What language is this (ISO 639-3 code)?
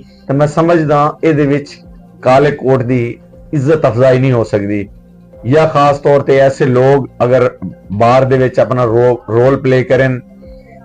lah